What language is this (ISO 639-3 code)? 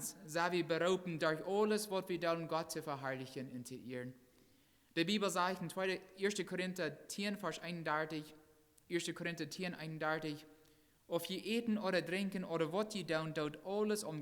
pdt